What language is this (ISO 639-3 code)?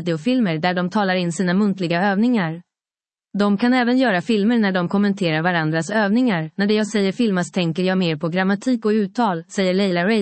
swe